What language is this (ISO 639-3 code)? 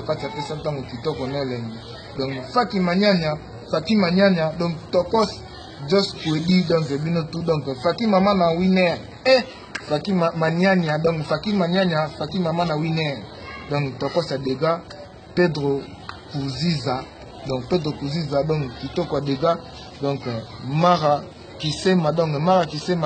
lin